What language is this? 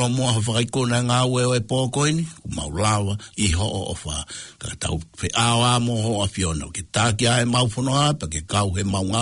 Tongan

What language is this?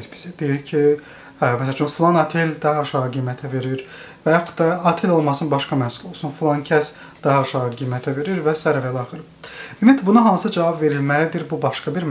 Azerbaijani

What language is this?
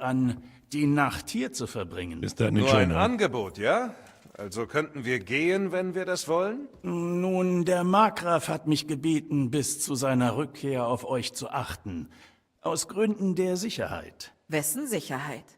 Bavarian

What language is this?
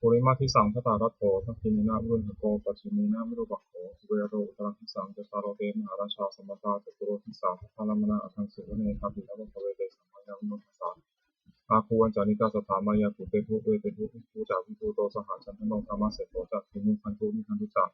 Pali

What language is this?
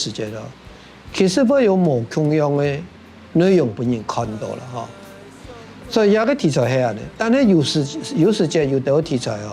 Hakka Chinese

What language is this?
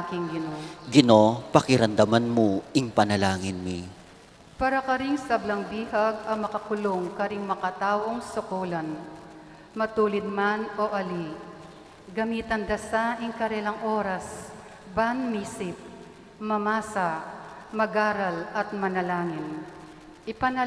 Pampanga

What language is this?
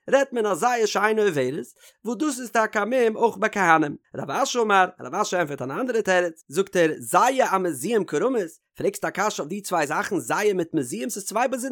Yiddish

